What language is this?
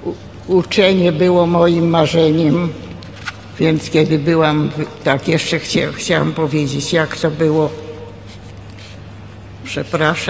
Polish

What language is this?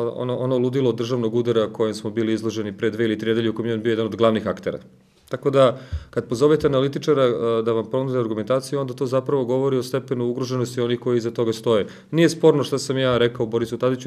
Serbian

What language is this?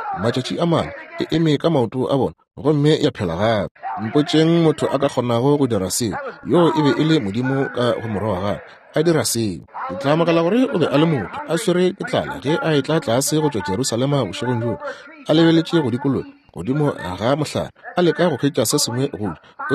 Northern Sotho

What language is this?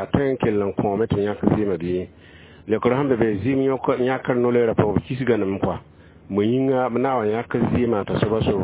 Mossi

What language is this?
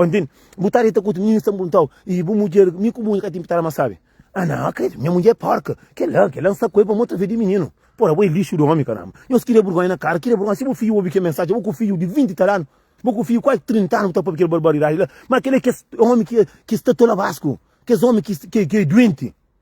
Kabuverdianu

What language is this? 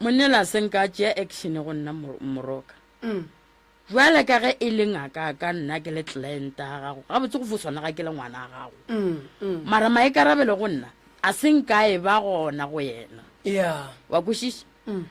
Northern Sotho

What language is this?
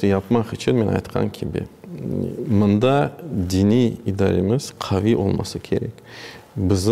Crimean Tatar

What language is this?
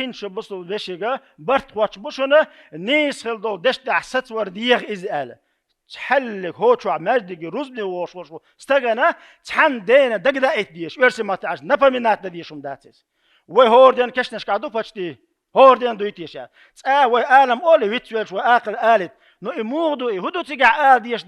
Chechen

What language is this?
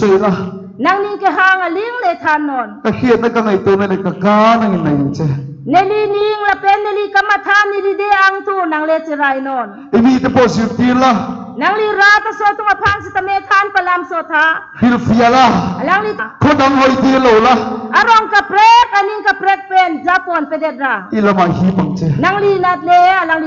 Karbi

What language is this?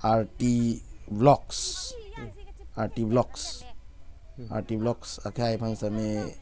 Karbi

